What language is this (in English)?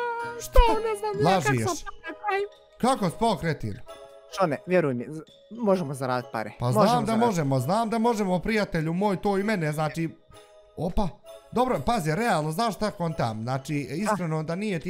Bosnian